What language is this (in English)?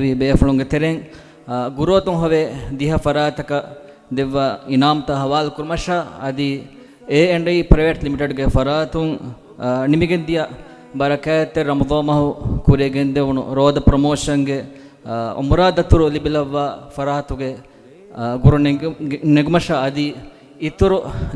Divehi